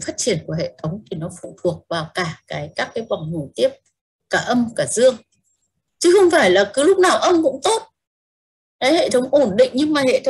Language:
Vietnamese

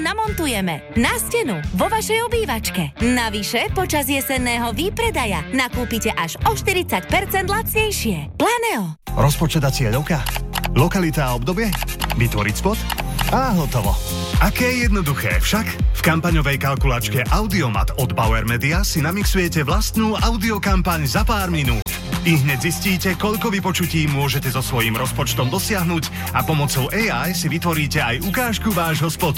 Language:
Slovak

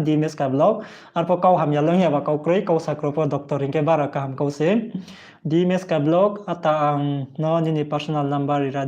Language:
Riang (India)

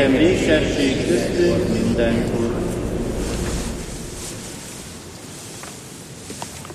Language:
Hungarian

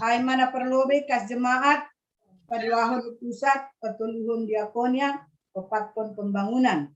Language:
Batak Simalungun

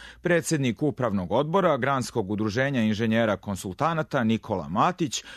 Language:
Serbian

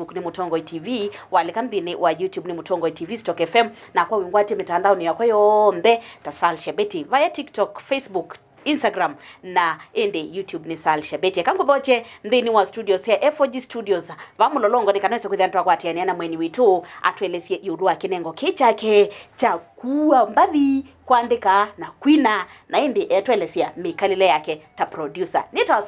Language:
Kamba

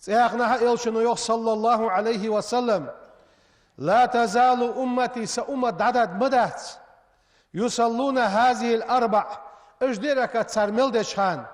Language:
Ingush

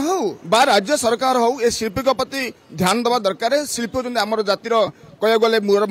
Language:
Odia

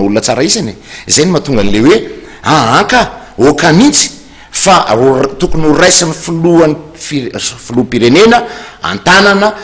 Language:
Malagasy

